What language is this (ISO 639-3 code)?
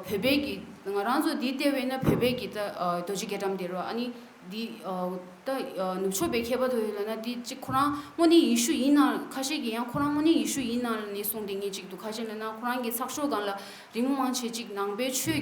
bod